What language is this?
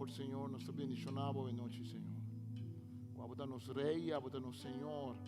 Papiamento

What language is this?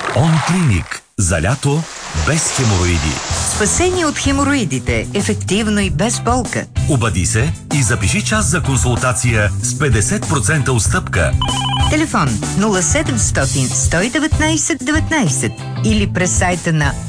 Bulgarian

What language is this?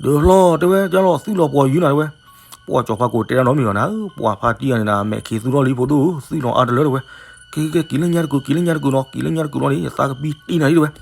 S'gaw Karen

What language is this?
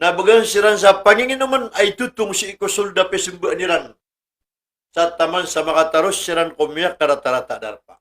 Maranao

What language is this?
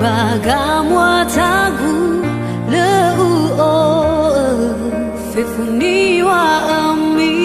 Nias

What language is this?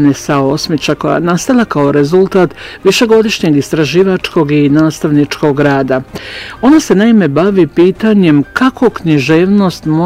Bosnian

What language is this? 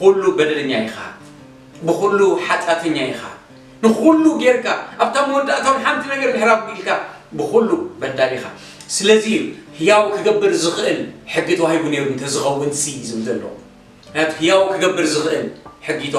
Tigrinya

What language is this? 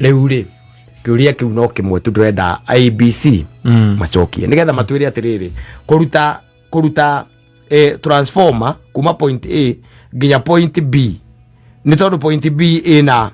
Kikuyu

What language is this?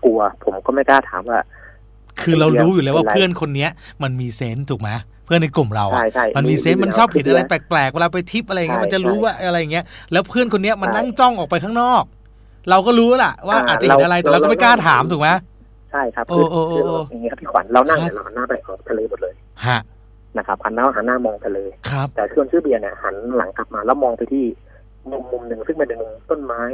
Thai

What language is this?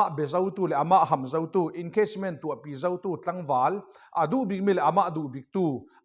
Falam Chin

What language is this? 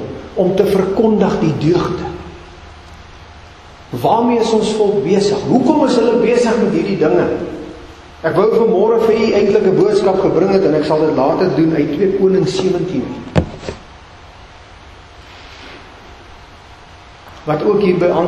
Afrikaans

